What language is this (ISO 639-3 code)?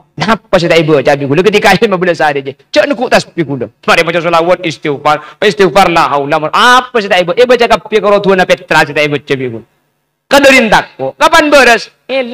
mad